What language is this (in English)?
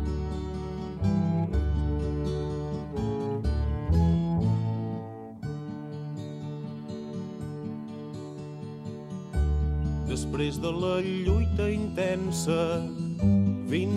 Catalan